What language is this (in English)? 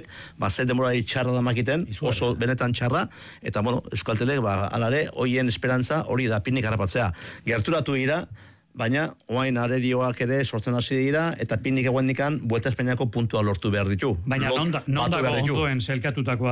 Basque